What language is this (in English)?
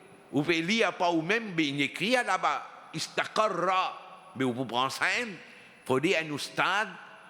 Morisyen